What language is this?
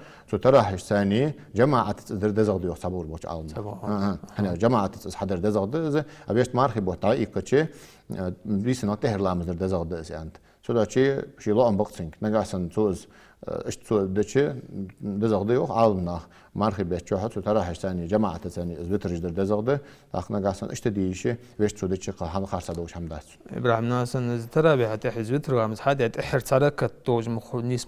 Ingush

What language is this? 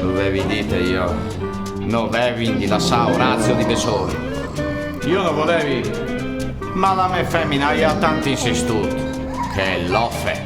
Friulian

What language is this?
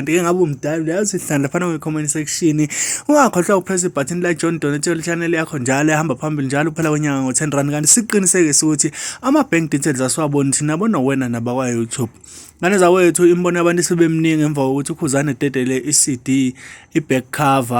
Zulu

